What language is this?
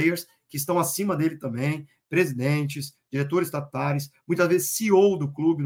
Portuguese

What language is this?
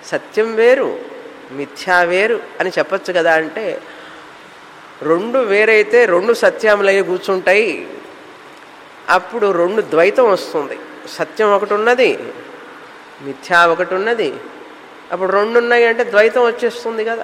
Telugu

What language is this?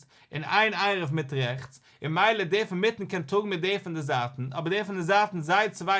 Yiddish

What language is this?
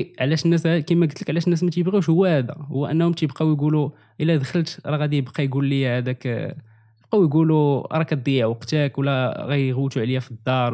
Moroccan Arabic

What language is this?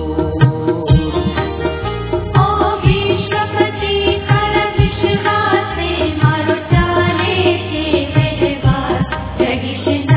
Gujarati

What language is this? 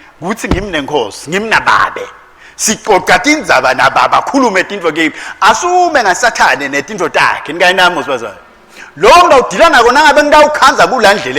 Swati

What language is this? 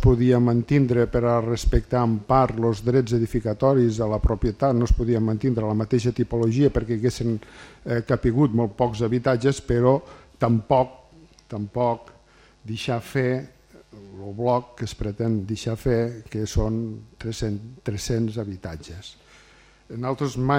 Catalan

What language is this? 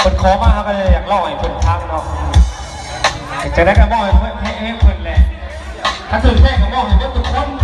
Lao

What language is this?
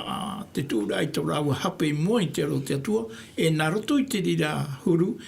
Tahitian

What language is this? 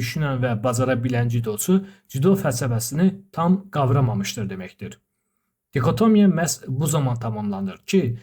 Azerbaijani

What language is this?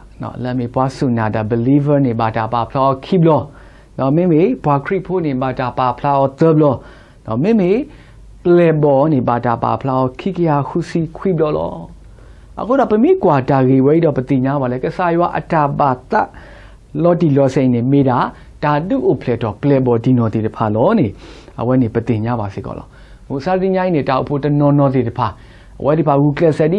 S'gaw Karen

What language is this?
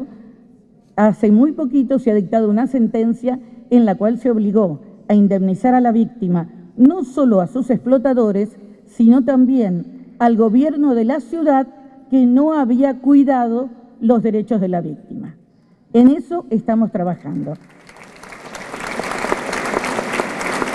Spanish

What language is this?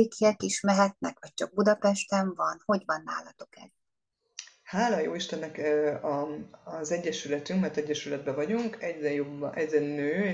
Hungarian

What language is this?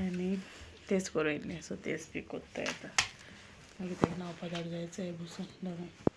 Konkani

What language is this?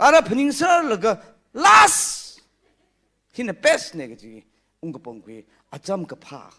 Tangkhul Naga (India)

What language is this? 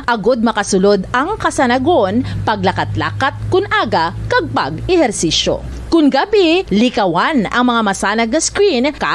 Hiligaynon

